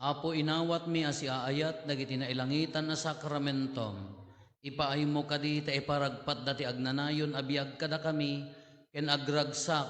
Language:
Iloko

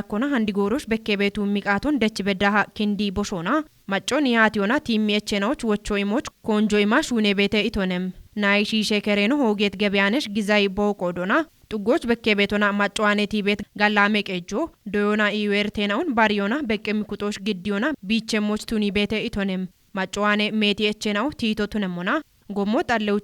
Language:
Kafa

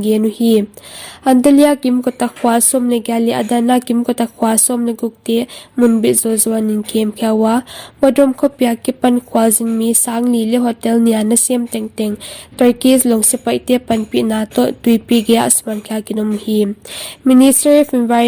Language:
Paite Chin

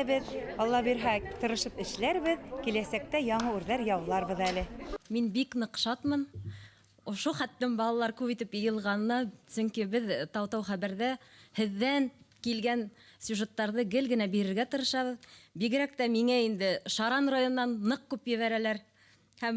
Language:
Bashkir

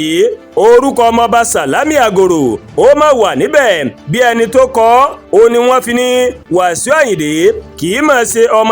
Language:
Yoruba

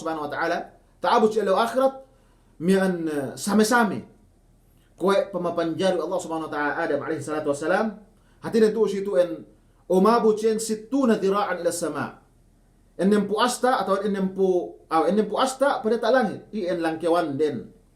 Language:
Yakan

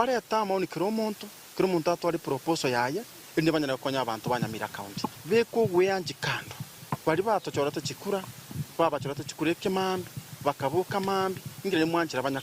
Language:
Gusii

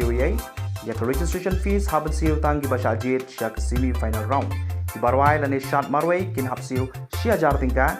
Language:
Khasi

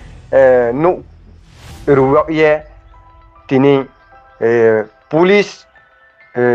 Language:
Riang (India)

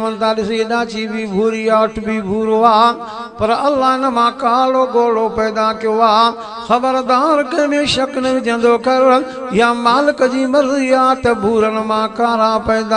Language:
Sindhi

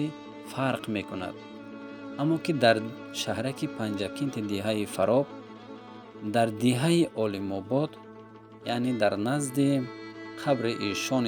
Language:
Tajik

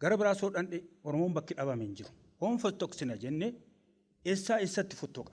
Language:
Oromo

